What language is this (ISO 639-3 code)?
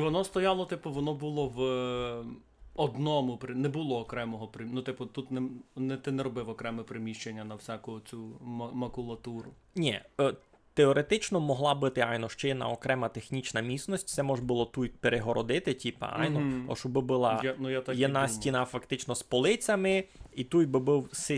rue